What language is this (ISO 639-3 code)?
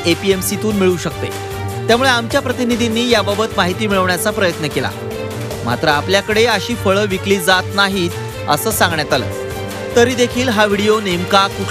mar